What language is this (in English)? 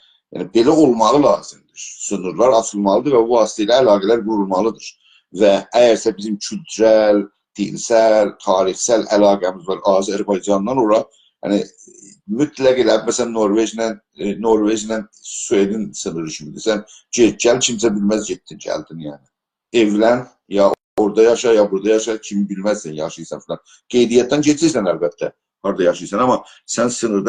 South Azerbaijani